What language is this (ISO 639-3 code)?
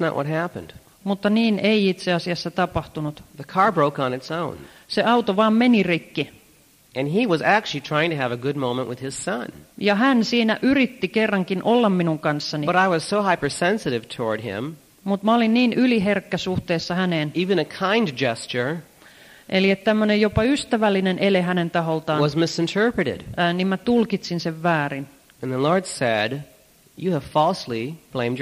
fin